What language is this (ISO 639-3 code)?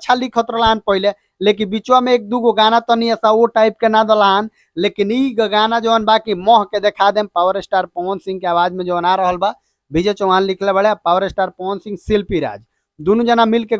bho